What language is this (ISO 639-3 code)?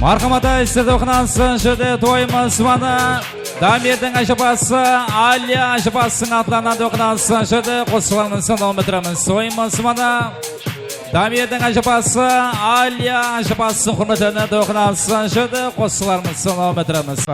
kaa